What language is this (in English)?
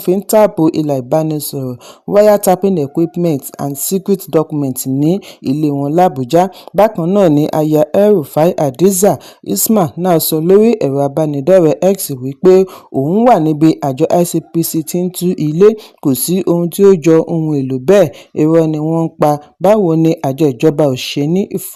Yoruba